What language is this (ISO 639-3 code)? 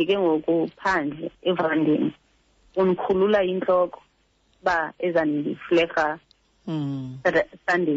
xho